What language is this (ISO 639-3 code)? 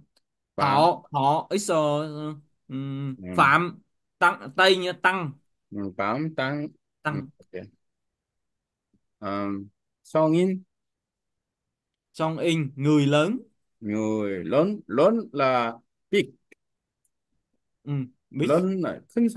vie